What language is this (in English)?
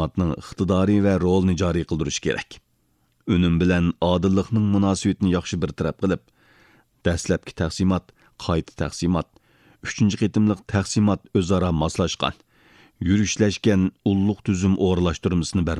Uyghur